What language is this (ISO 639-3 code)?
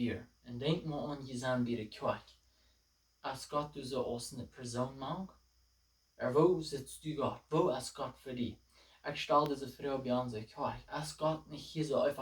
pdt